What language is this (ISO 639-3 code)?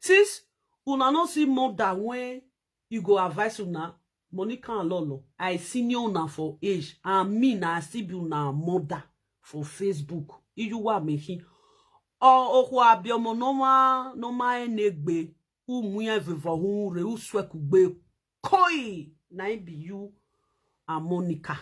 pcm